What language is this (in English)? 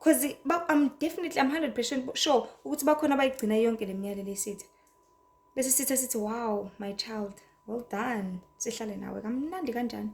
Zulu